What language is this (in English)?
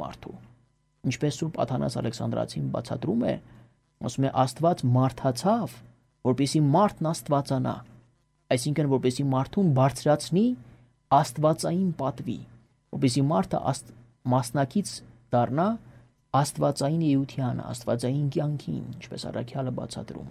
Armenian